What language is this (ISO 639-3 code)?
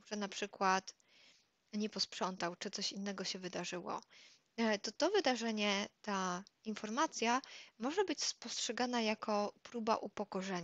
pol